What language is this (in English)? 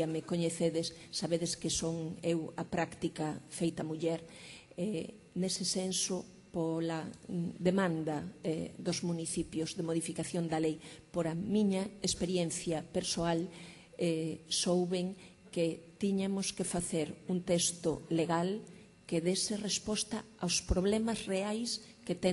Galician